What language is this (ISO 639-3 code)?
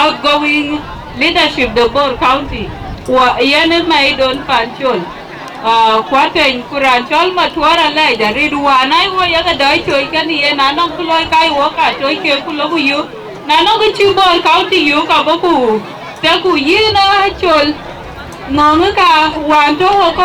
din